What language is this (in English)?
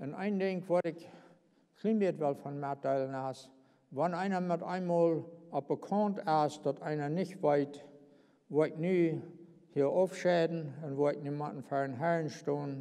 Plautdietsch